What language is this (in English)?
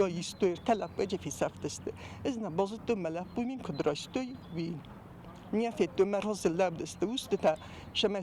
Ossetic